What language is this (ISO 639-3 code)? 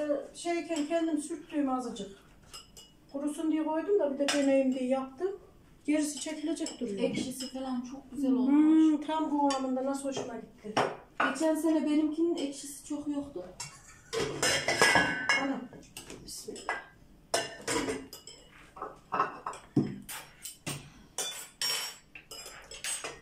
tur